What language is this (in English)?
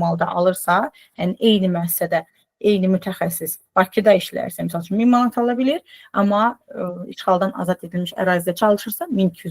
Azerbaijani